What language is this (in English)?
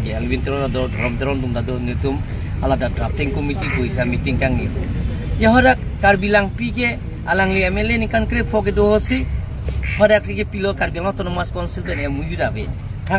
Karbi